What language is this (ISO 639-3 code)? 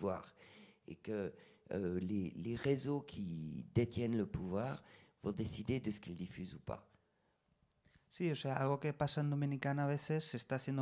fra